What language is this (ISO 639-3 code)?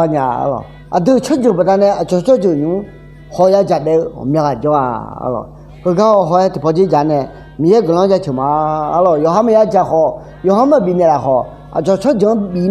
ahk